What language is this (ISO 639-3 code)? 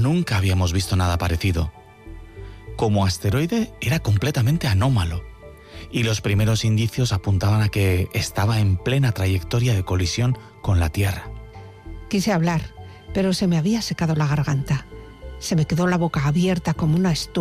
spa